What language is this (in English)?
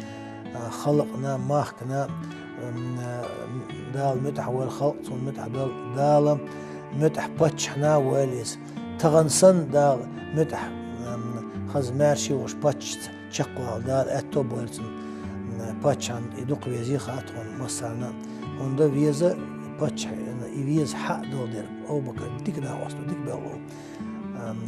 Chechen